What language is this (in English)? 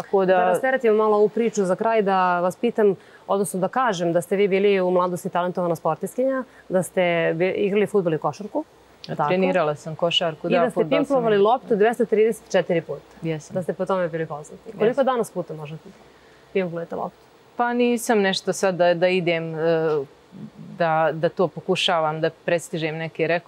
Serbian